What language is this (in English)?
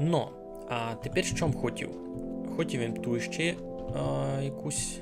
Rusyn